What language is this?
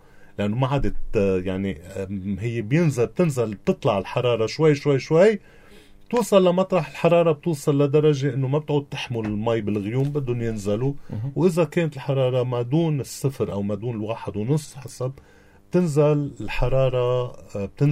North Levantine Arabic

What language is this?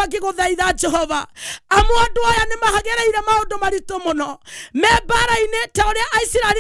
Kikuyu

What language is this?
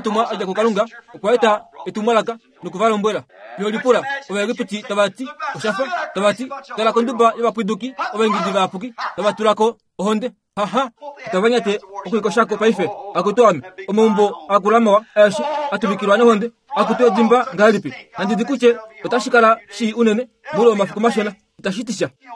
Kuanyama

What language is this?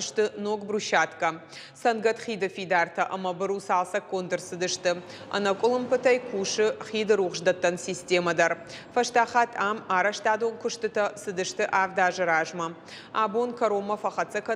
Ossetic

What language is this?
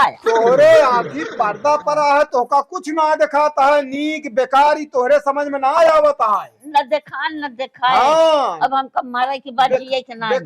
Awadhi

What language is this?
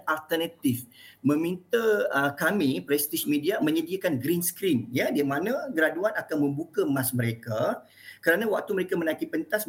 Malay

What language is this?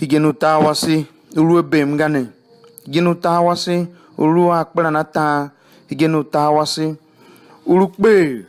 Tiv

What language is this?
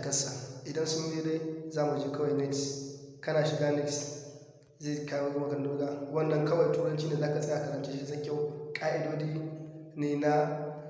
Hausa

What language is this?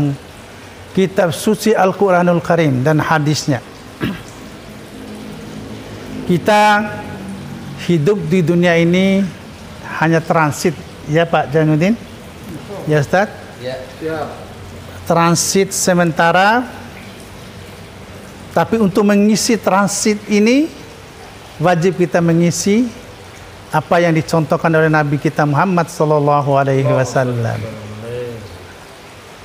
Indonesian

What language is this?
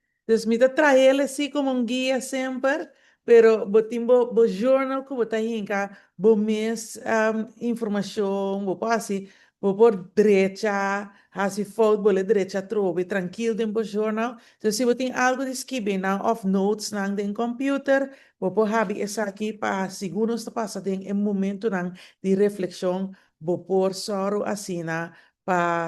Papiamento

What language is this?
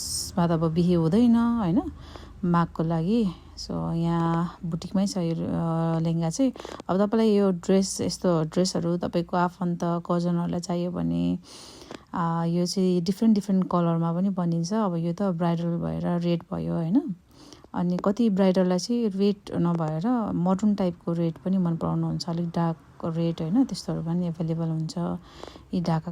Nepali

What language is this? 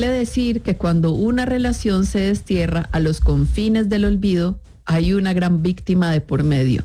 Spanish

